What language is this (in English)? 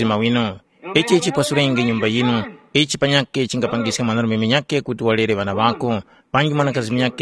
Tumbuka